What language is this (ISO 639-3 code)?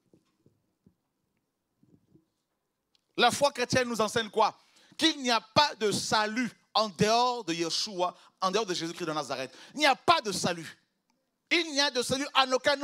fra